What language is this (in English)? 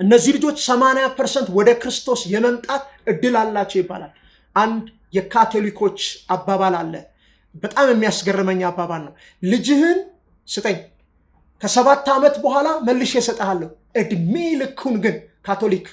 Amharic